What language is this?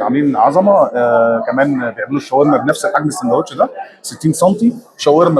Egyptian Arabic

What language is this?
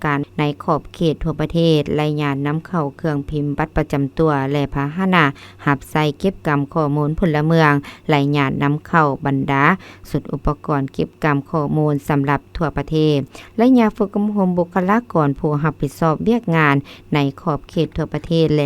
Lao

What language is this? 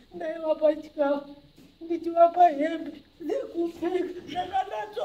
Shona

